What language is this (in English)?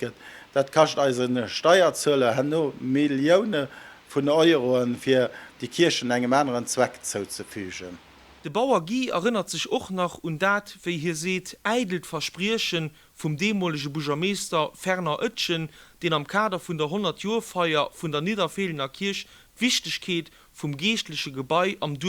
Luxembourgish